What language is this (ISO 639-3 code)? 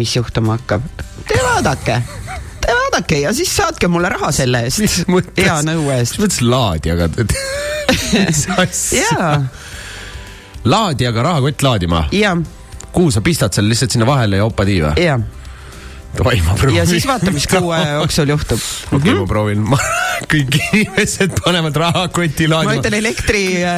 est